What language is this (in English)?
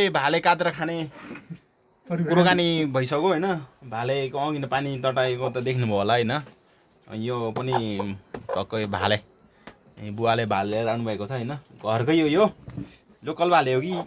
Nepali